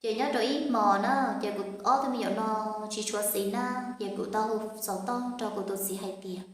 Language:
Hmong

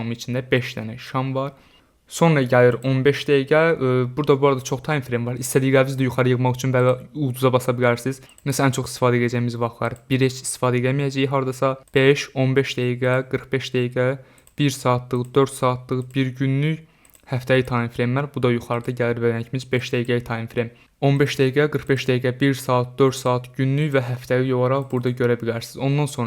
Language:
Azerbaijani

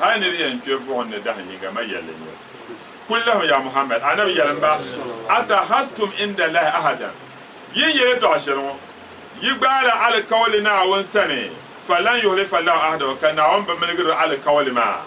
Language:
Dagbani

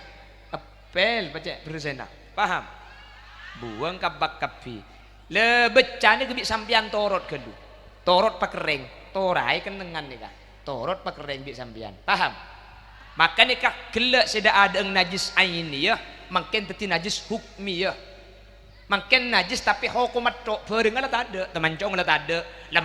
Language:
Madurese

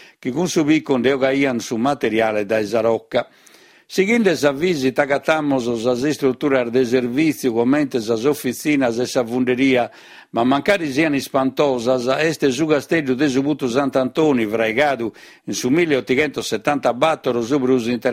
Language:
Sardinian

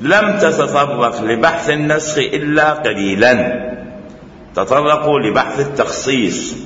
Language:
Mesopotamian Arabic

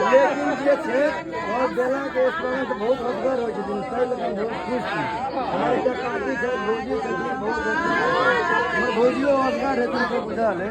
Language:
Maithili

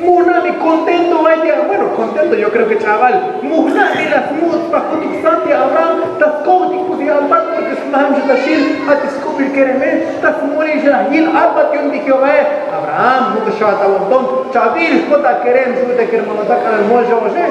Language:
Tzotzil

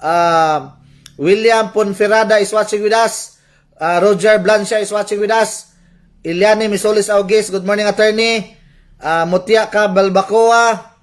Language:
Cebuano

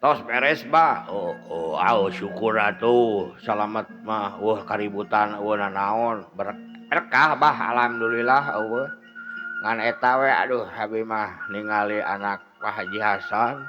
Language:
Sundanese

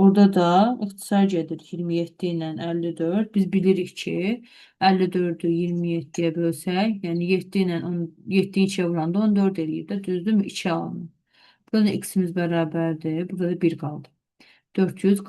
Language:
Azerbaijani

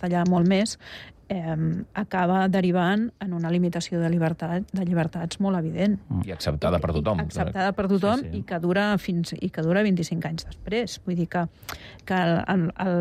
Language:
Catalan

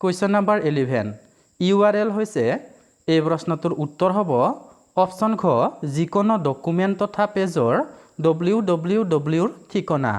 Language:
Assamese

